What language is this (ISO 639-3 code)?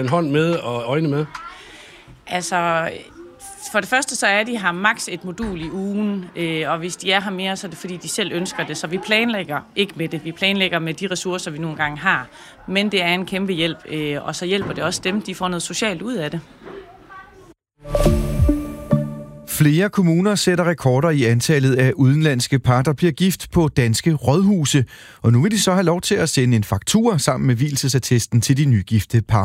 dan